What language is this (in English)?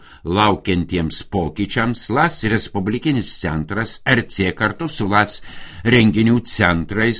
Lithuanian